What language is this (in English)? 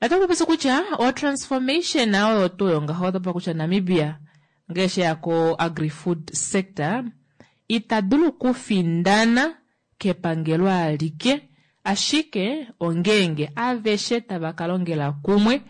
Kuanyama